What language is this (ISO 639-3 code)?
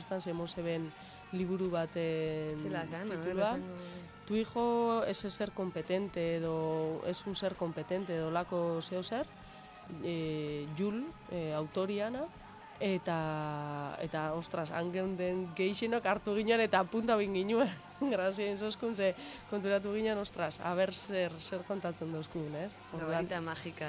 eus